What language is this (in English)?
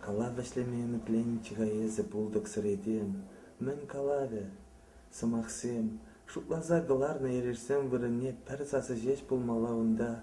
Chuvash